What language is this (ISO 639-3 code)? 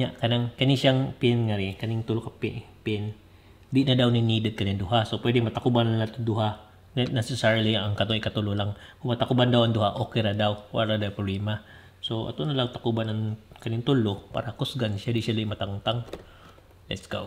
ceb